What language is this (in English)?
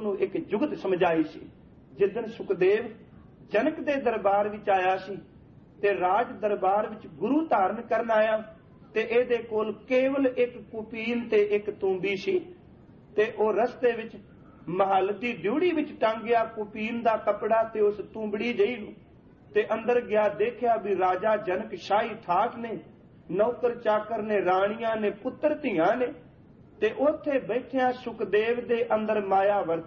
Punjabi